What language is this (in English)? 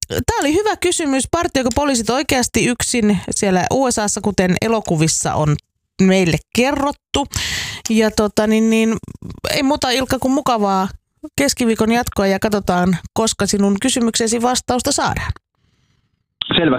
Finnish